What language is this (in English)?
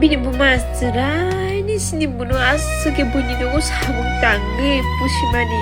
Kok Borok